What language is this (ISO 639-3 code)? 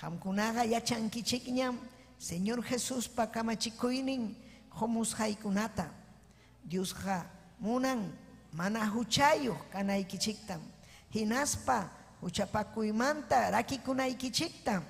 quy